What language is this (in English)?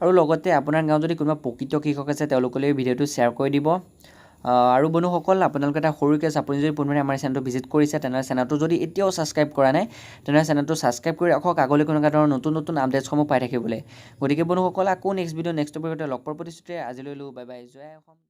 Assamese